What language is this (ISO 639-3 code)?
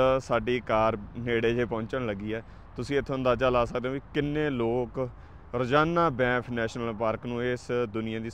pan